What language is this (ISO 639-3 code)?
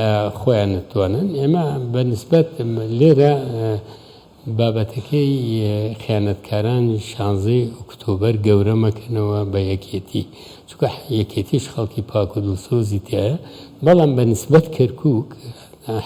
ckb